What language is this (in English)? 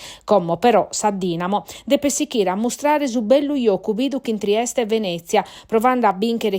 Sardinian